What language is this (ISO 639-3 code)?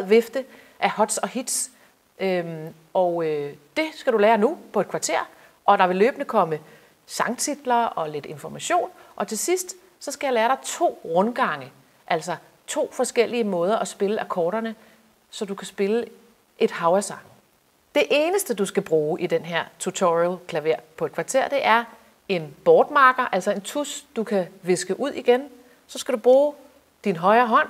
dan